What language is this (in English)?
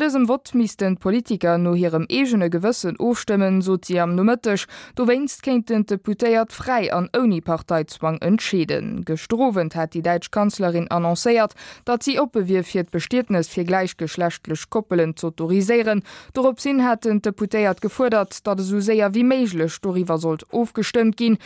Luxembourgish